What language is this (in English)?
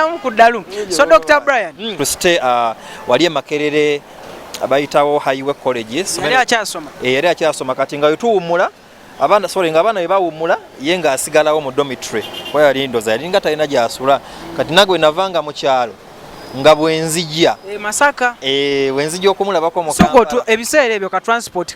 Ganda